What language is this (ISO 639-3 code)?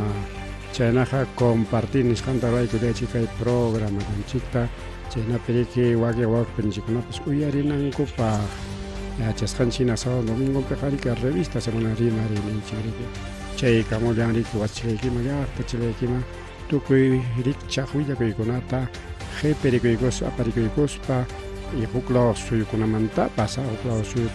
quy